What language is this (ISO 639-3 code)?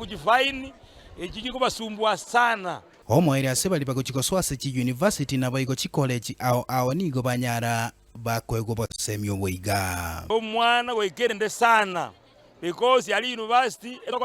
guz